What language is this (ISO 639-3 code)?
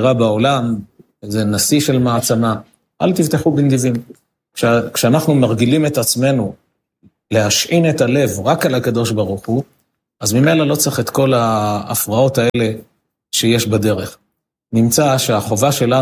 heb